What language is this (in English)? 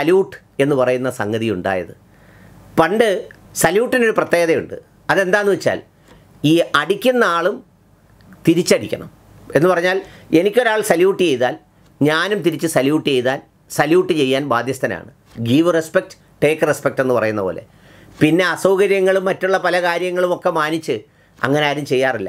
Malayalam